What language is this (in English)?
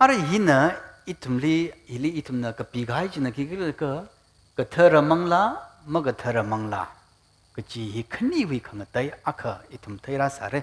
Tangkhul Naga (India)